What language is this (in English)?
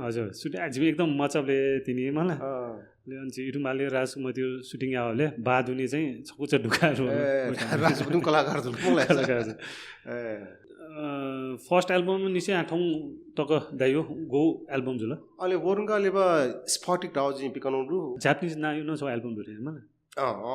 Newari